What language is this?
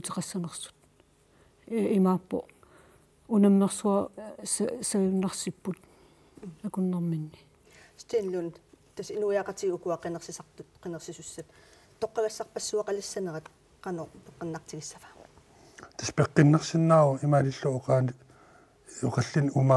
Kalaallisut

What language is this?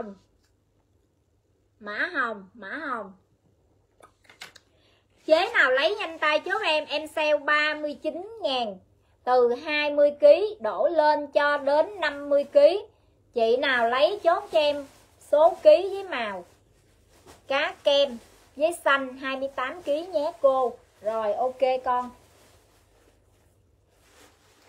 Vietnamese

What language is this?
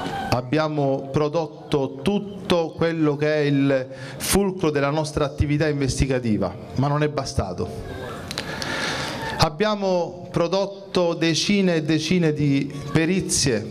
Italian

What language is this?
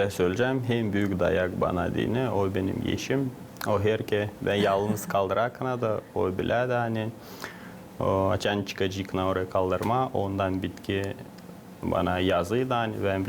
Gagauz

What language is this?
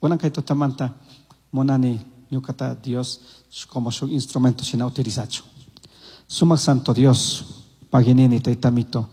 Chimborazo Highland Quichua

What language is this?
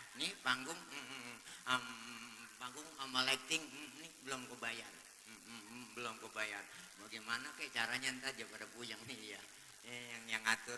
Betawi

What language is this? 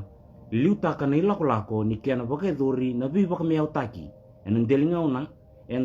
Fijian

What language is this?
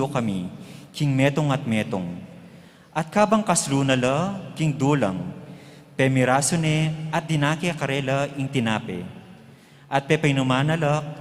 Pampanga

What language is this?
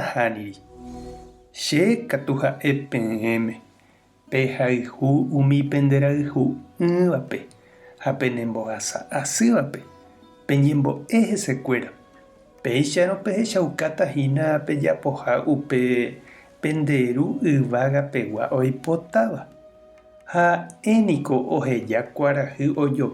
Guarani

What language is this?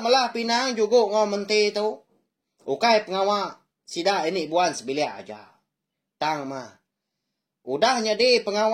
Iban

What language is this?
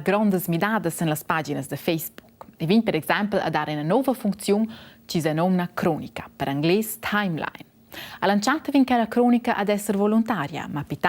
Romansh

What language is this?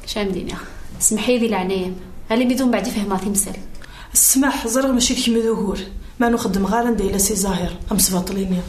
Kabyle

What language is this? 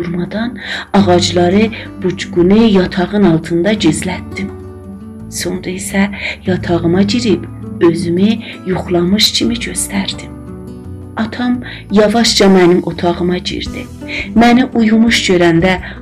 South Azerbaijani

